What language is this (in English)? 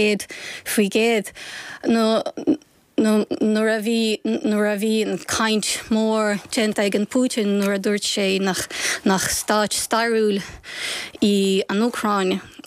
Irish